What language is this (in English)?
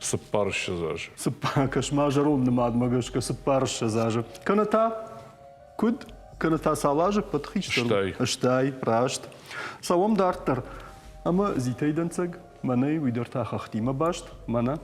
Ossetic